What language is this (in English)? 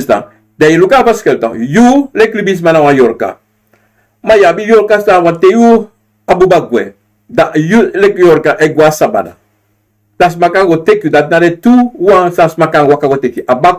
Sranan Tongo